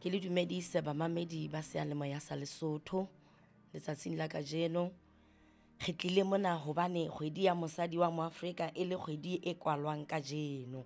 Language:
Southern Sotho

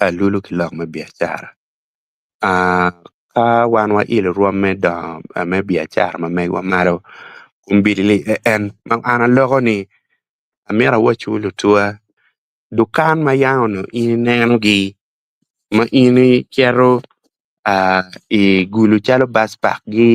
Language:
Acoli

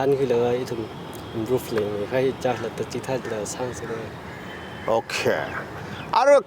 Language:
Tangkhul Naga (India)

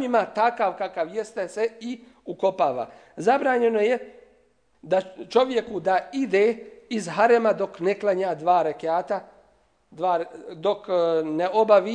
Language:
Bosnian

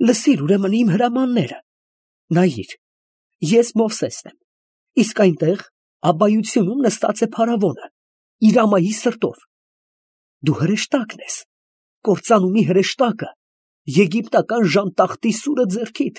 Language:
Armenian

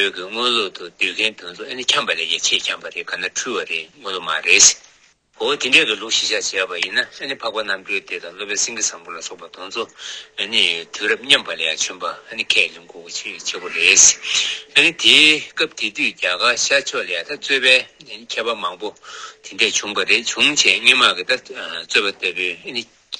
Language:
Tibetan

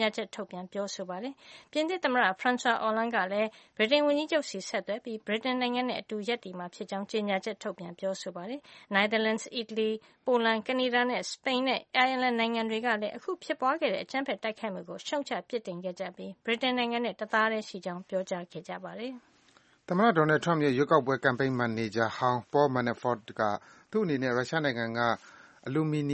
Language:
Burmese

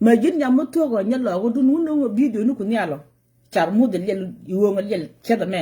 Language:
Nuer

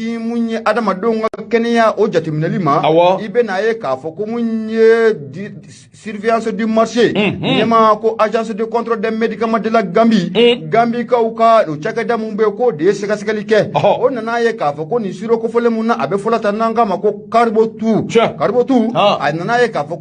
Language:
Bambara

